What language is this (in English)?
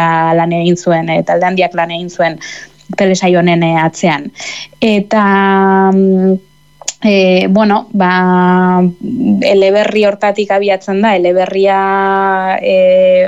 Basque